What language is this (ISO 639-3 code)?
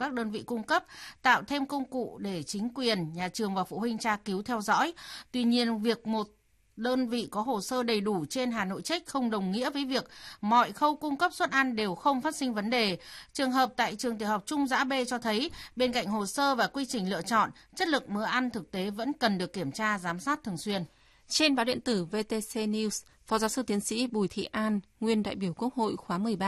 vie